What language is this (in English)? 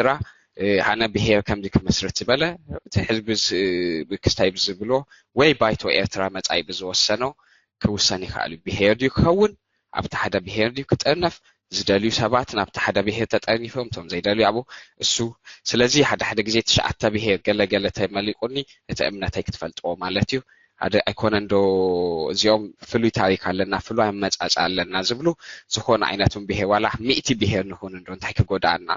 Tigrinya